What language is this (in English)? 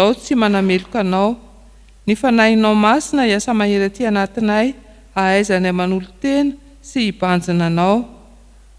Malagasy